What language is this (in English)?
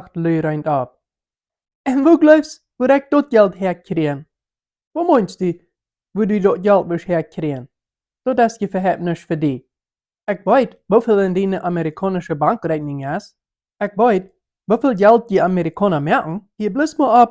Plautdietsch